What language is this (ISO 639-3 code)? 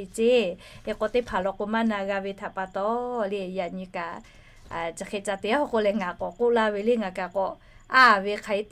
lhu